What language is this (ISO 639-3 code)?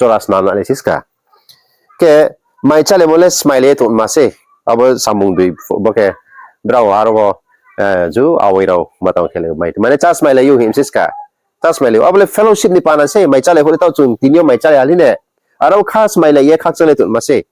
ria